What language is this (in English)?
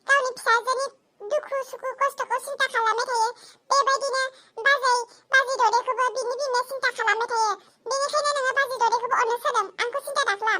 Bodo